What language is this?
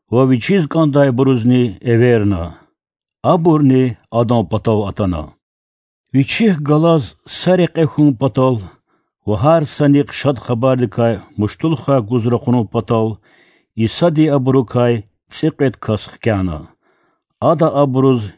Lezghian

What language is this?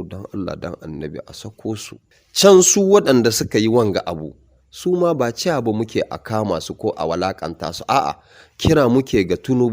Hausa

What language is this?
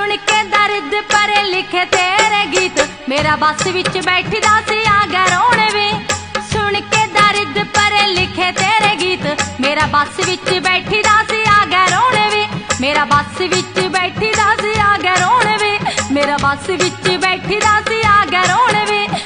Punjabi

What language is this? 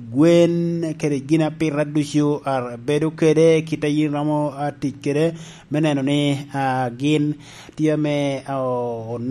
Lango (Uganda)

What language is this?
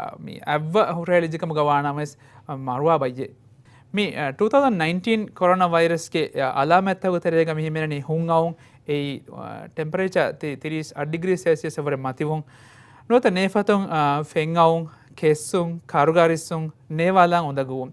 Divehi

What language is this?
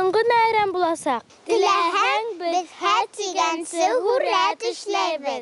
Bashkir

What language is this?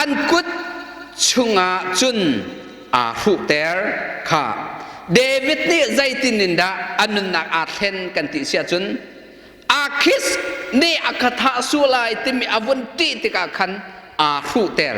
Hakha Chin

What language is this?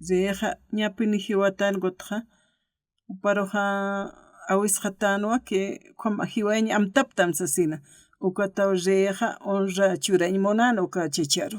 Aymara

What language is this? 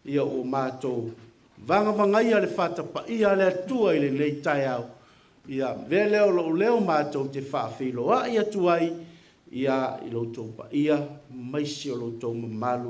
Samoan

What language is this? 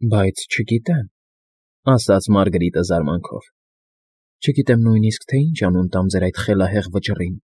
Armenian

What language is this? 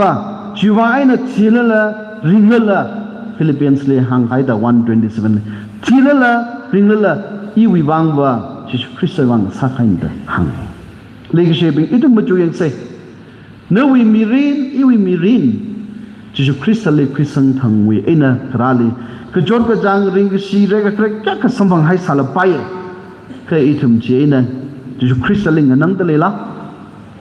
Tangkhul Naga (India)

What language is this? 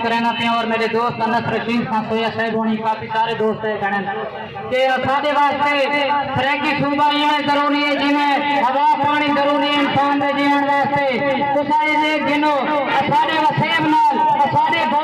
Saraiki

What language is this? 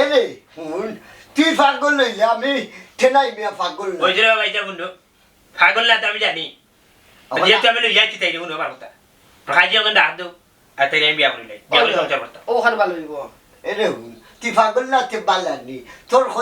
Sylheti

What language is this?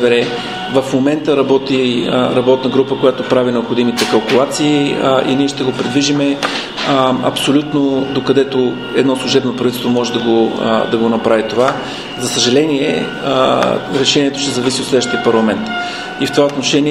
Bulgarian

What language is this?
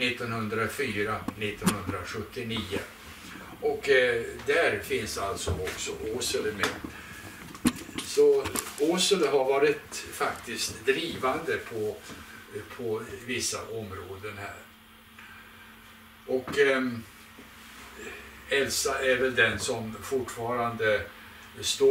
Swedish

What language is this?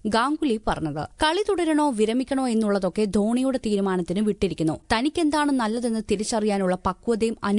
Malayalam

